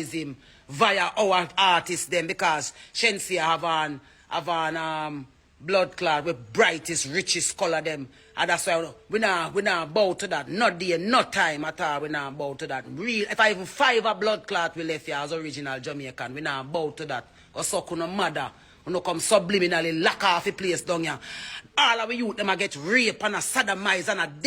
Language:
Jamaican Creole English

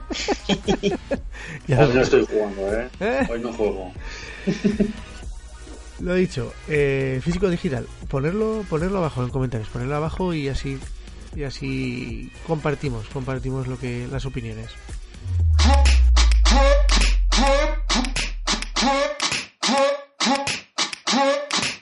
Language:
Spanish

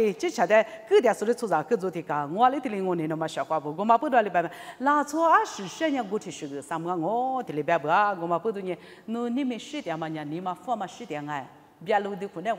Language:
Lisu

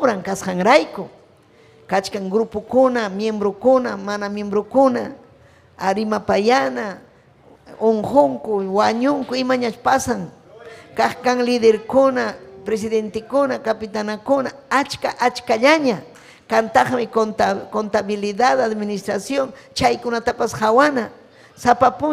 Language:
Ayacucho Quechua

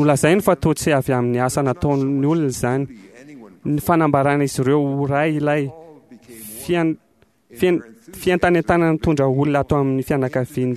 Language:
Malagasy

